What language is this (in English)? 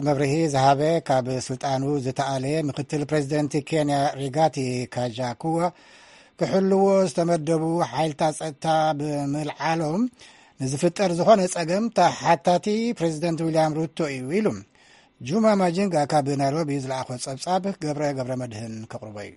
Tigrinya